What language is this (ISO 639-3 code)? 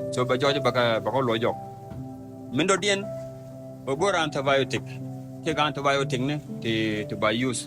nus